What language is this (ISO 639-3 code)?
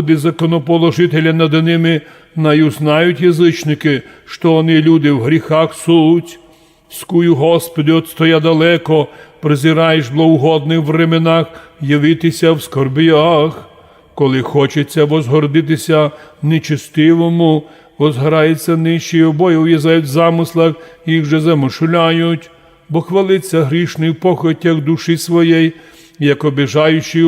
rue